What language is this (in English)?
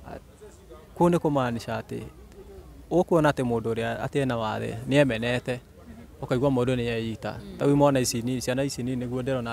Kikuyu